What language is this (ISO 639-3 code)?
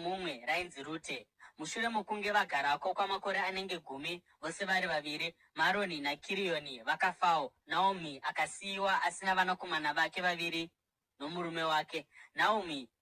sna